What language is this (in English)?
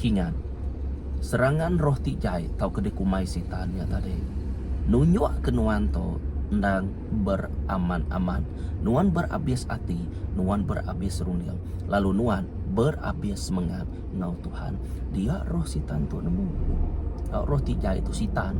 Iban